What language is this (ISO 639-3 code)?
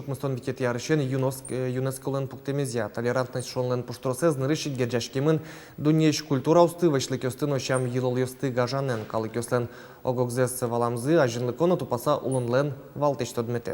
udm